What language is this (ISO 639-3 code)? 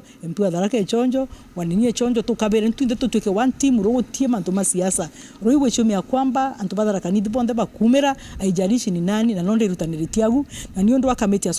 mer